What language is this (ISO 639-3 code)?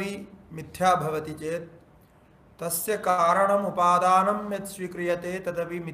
san